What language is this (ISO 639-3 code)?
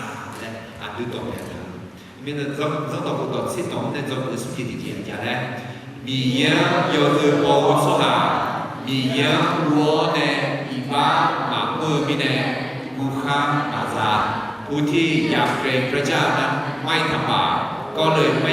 ahk